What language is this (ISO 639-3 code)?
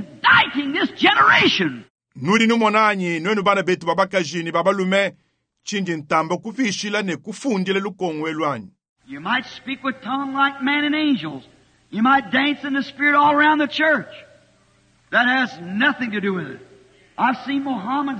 lua